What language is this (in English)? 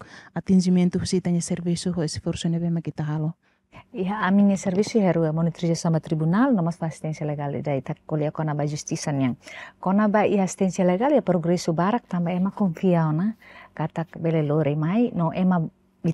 Tetum